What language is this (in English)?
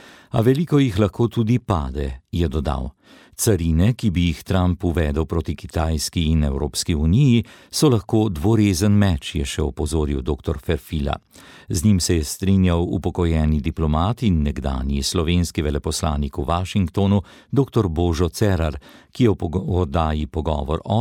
Slovenian